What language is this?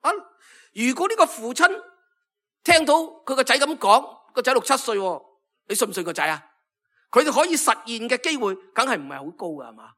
Cantonese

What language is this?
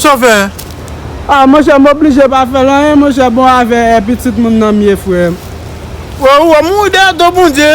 Haitian Creole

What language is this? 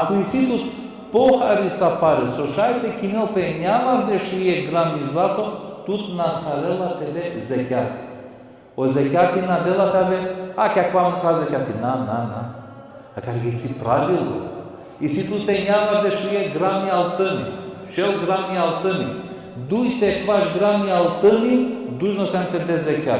Balkan Romani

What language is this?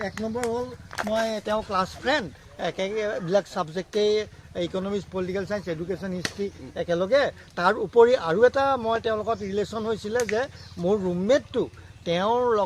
Assamese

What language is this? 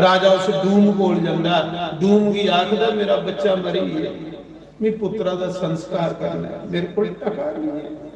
Dogri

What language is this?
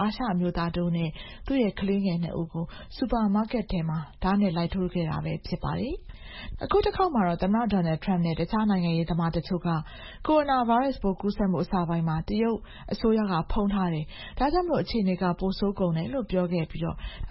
Burmese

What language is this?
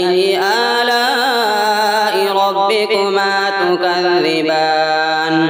Arabic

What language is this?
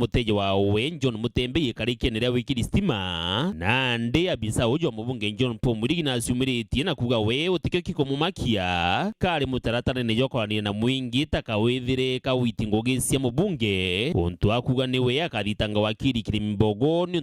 Meru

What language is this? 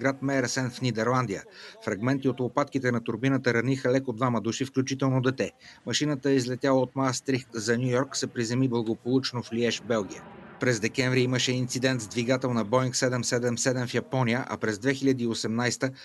Bulgarian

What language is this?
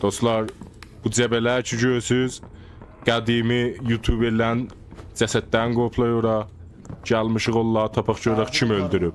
South Azerbaijani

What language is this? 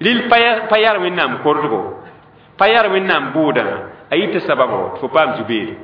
Mossi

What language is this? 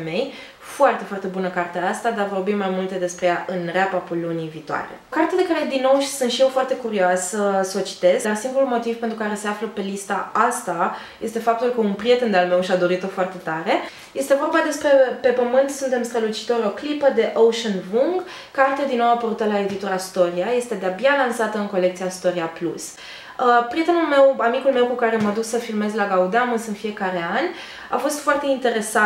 Romanian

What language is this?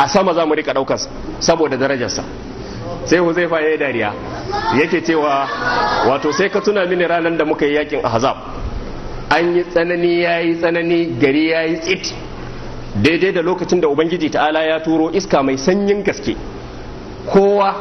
Hausa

